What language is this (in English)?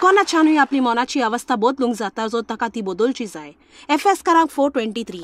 Konkani